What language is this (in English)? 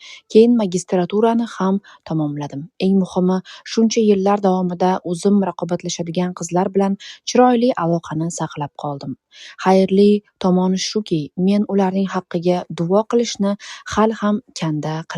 Uzbek